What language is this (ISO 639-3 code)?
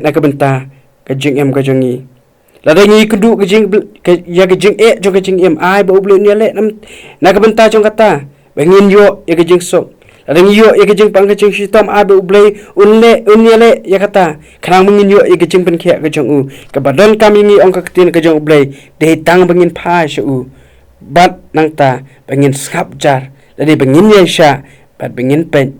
kha